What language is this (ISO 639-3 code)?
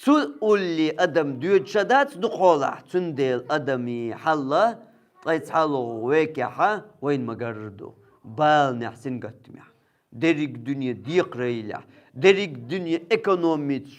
che